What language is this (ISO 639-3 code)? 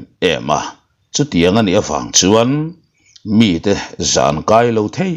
lus